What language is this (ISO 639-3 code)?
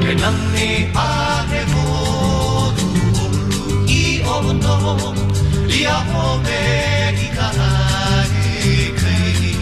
haw